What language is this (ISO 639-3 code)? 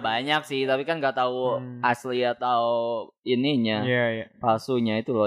ind